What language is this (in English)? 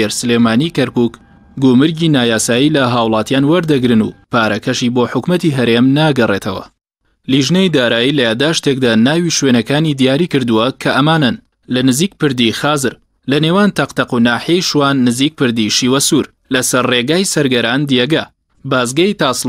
Central Kurdish